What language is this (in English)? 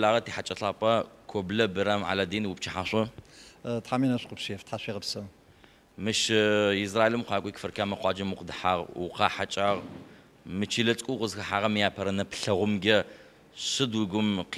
Adyghe